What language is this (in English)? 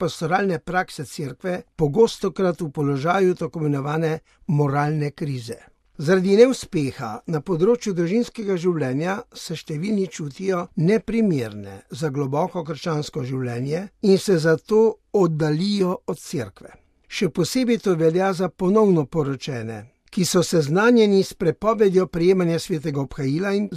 Slovenian